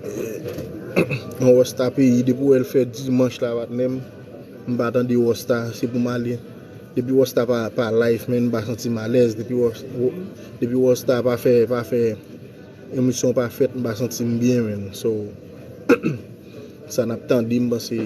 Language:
Haitian Creole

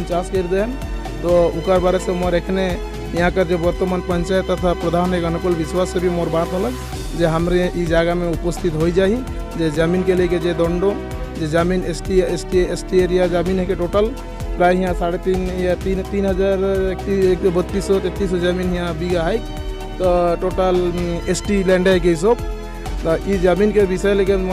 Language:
Sadri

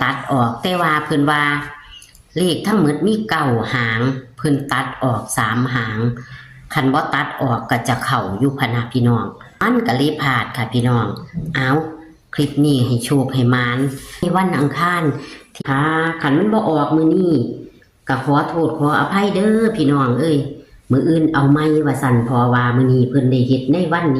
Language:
Northeastern Thai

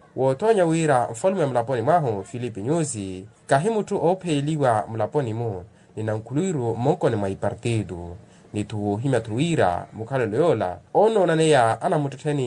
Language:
Makhuwa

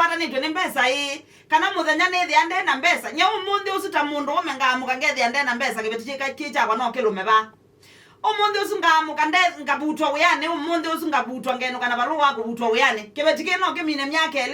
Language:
Kamba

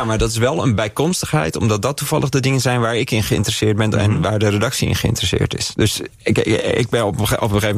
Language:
Dutch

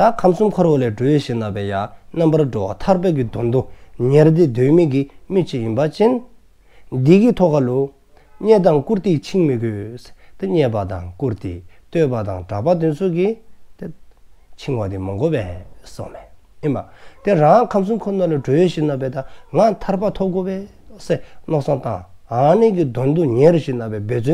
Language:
Dzongkha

